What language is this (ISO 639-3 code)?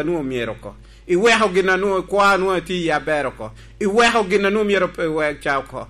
laj